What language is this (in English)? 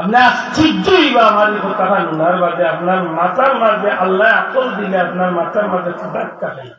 Sylheti